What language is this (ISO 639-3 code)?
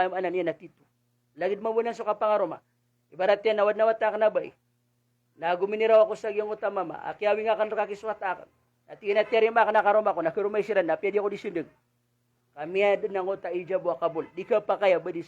mrw